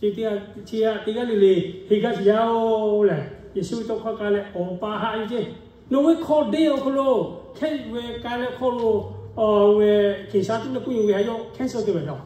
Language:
Lahu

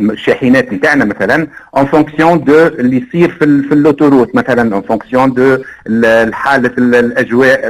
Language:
Tunisian Arabic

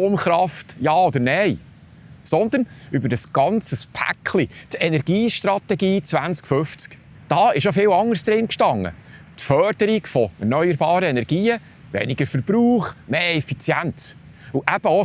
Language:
Swiss German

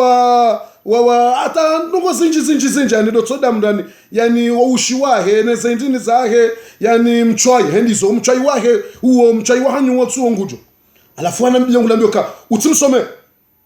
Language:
Ngazidja Comorian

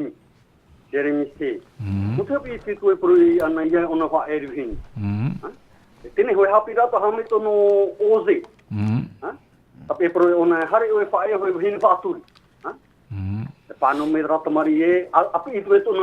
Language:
Tahitian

